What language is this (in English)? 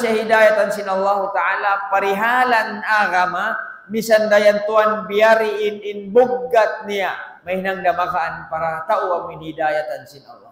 Tausug